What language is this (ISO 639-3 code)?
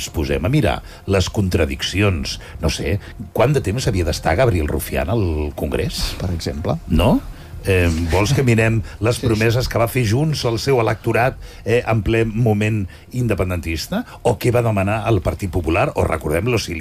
cat